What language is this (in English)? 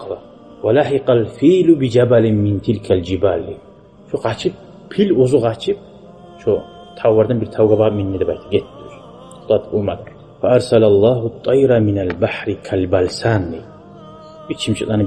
Kumyk